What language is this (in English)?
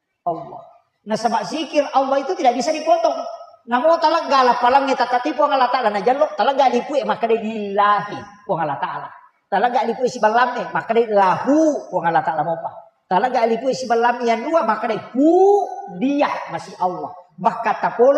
Buginese